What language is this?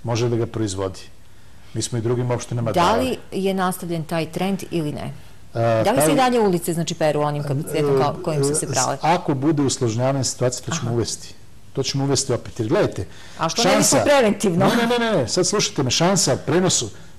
Serbian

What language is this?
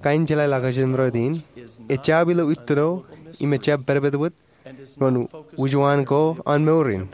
Marshallese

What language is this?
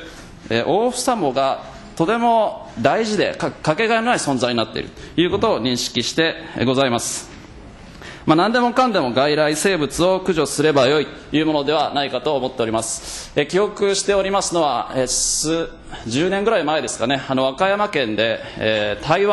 Japanese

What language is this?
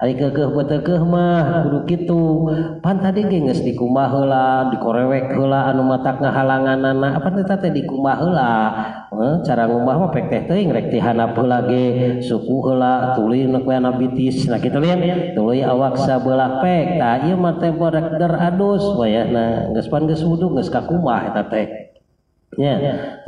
Sundanese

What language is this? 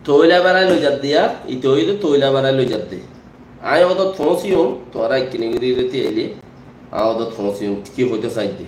Rohingya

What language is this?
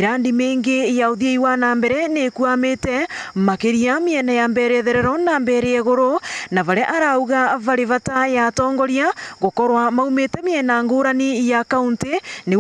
Meru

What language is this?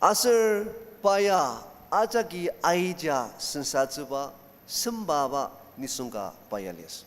Ao Naga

